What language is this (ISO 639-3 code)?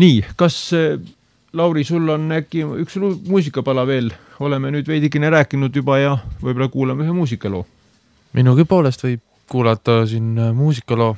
est